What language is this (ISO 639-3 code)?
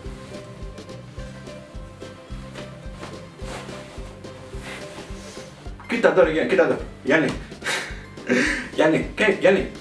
ell